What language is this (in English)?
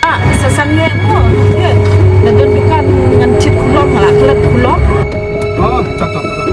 Khasi